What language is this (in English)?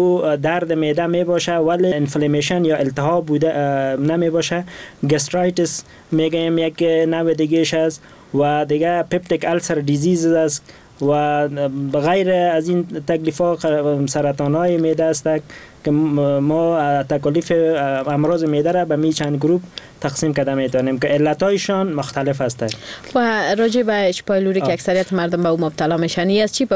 Persian